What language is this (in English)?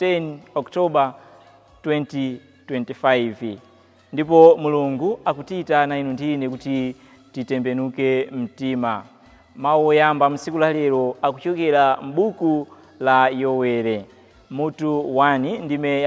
Nyanja